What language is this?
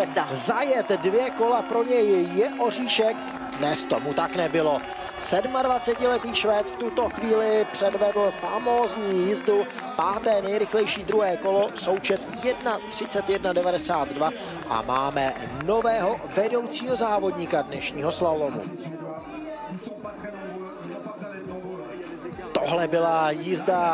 Czech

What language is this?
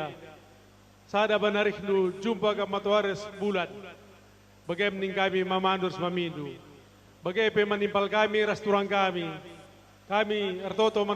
Batak Karo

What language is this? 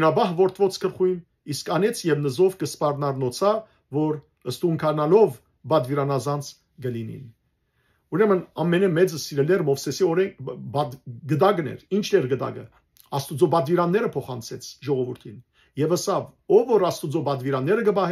Western Armenian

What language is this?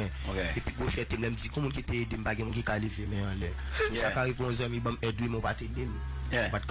Haitian Creole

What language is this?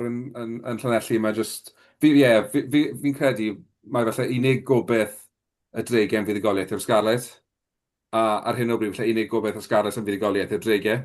Welsh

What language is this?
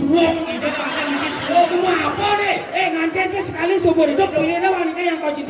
Balinese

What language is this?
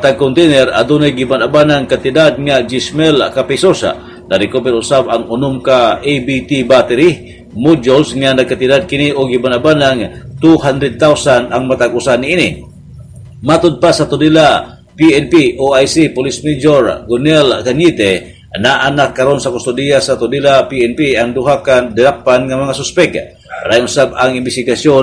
Cebuano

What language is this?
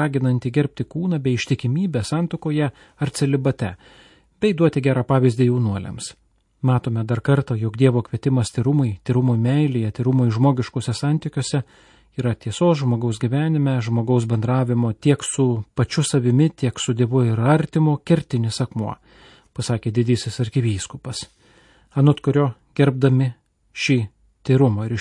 Lithuanian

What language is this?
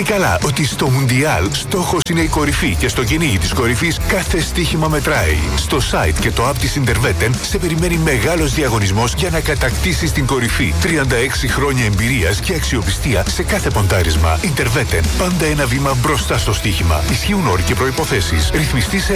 Greek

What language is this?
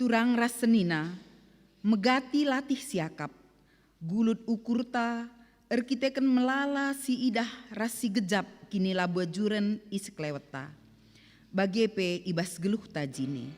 Batak Karo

